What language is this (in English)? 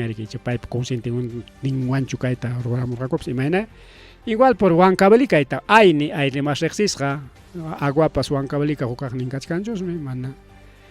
Ayacucho Quechua